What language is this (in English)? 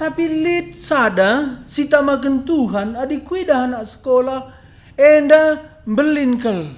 Batak Karo